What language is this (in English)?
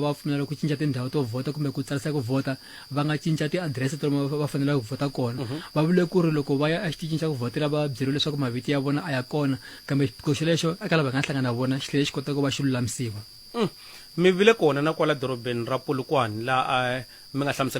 Tsonga